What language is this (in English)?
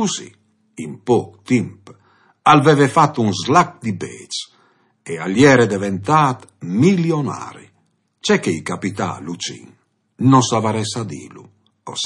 Friulian